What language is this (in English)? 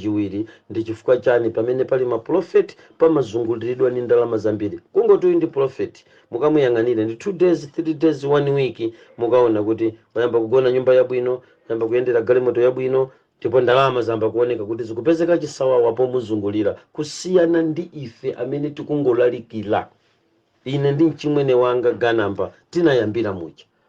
Nyanja